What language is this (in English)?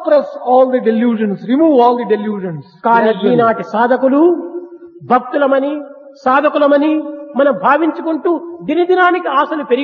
Telugu